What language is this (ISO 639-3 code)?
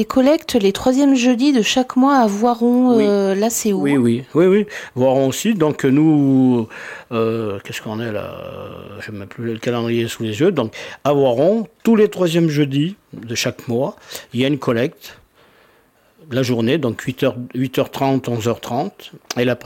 fra